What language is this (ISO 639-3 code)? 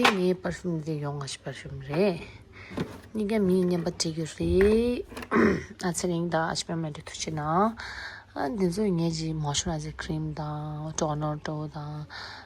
bod